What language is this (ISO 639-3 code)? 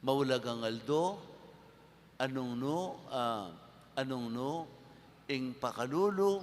pam